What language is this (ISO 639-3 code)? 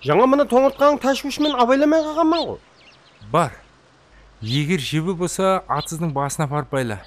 kaa